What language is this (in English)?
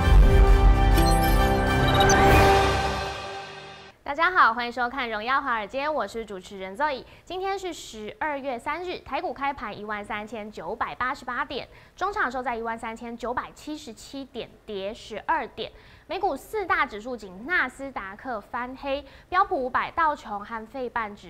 Chinese